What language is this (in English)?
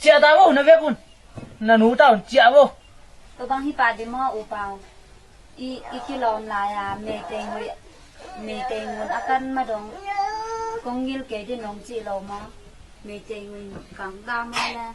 Tedim Chin